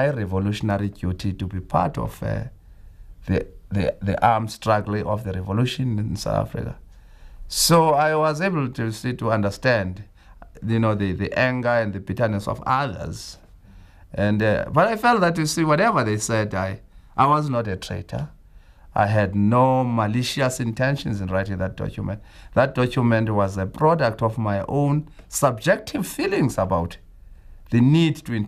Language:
English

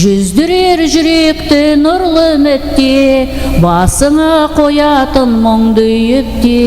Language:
Kara-Kalpak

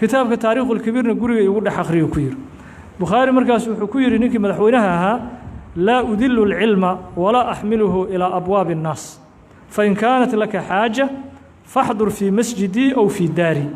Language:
Somali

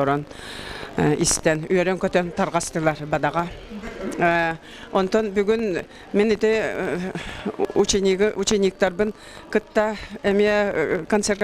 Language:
Yakut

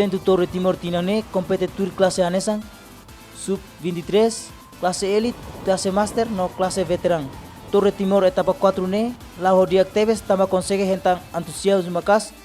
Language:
Tetum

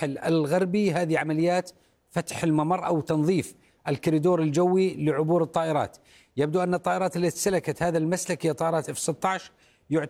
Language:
Arabic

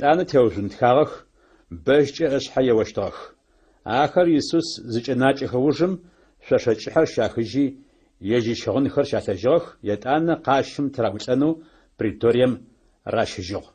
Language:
Adyghe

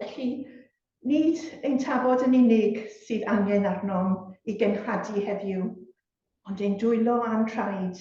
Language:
Welsh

